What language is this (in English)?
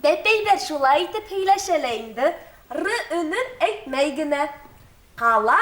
Bashkir